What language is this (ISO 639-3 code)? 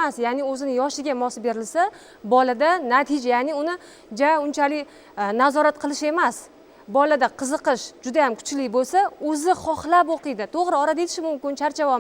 uzb